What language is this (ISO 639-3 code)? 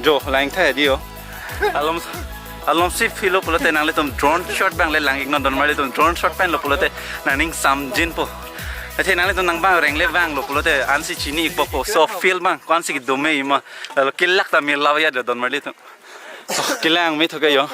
mjw